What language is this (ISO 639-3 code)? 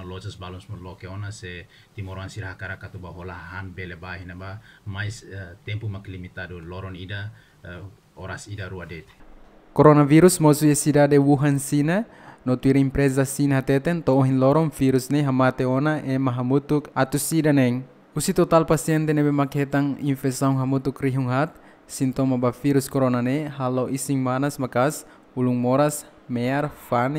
tet